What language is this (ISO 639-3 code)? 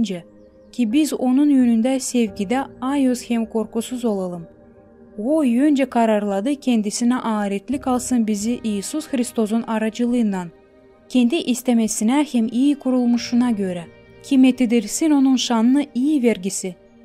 gag